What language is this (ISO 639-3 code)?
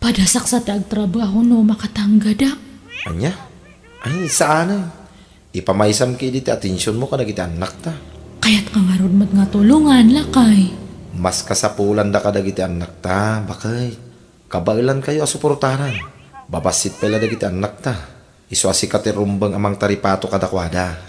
ilo